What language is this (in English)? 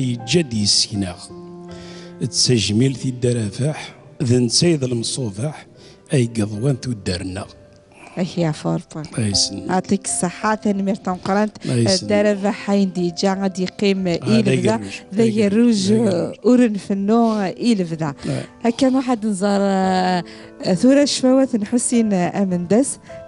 Kabyle